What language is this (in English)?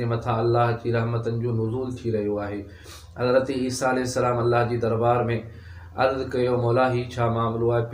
Sindhi